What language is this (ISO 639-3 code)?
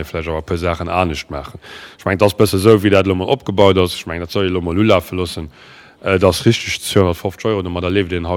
ltz